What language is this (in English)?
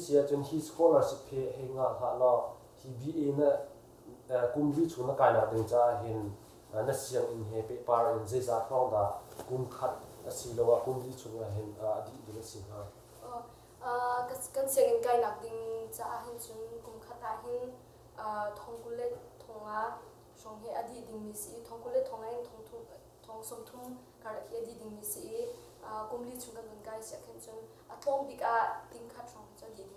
Hakha Chin